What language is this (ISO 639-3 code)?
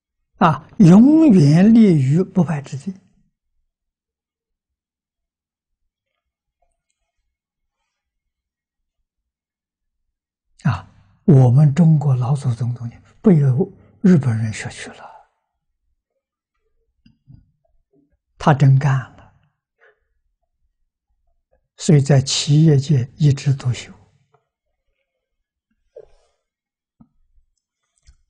zho